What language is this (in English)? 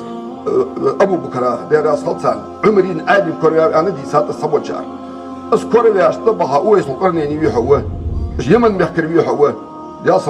Ingush